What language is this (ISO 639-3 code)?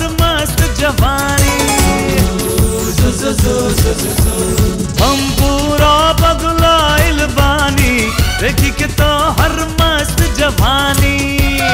bho